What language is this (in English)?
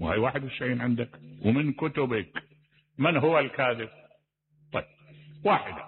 Mesopotamian Arabic